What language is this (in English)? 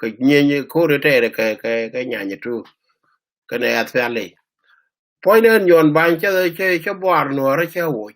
Nuer